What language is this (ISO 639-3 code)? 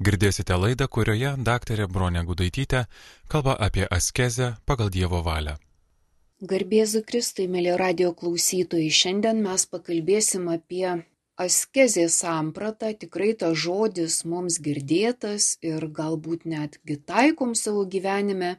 lit